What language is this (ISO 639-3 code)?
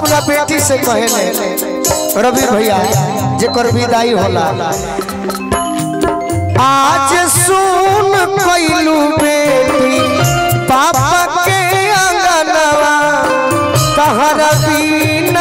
bho